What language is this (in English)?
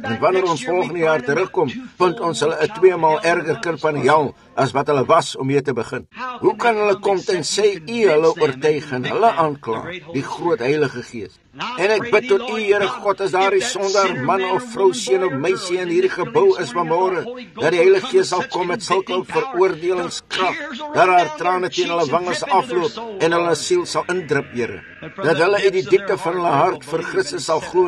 Afrikaans